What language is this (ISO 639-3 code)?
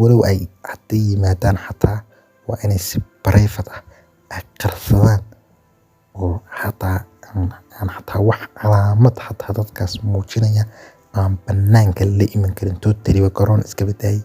som